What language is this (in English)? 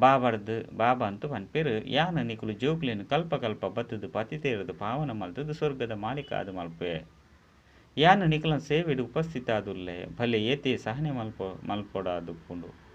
Tulu